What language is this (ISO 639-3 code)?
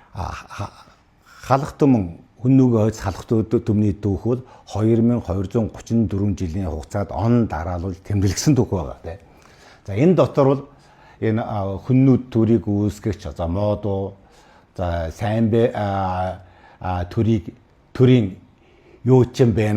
mon